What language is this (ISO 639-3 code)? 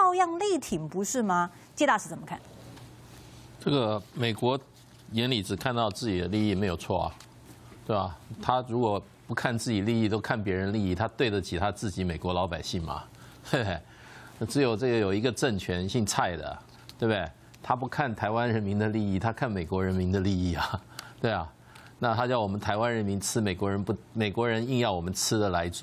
zho